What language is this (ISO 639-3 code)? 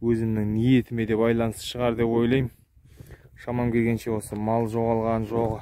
kaz